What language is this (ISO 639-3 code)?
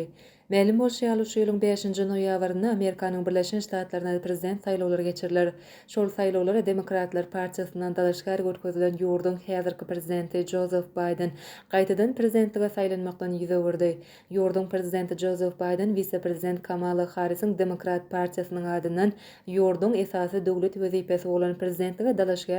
tuk